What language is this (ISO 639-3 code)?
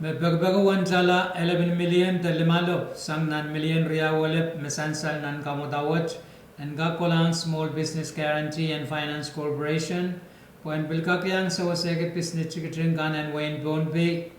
pon